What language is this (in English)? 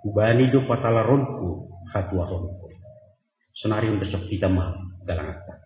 Batak Simalungun